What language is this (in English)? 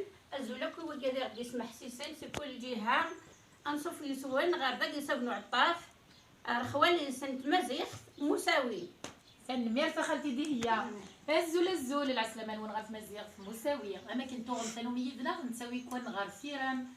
Kabyle